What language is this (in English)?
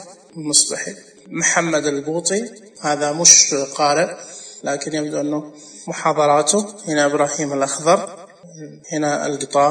Najdi Arabic